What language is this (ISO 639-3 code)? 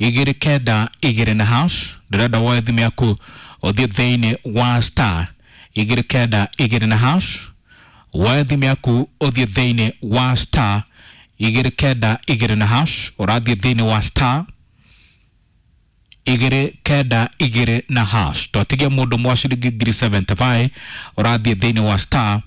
kik